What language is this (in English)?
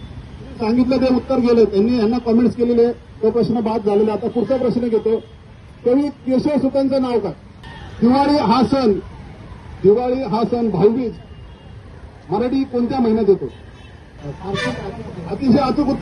Marathi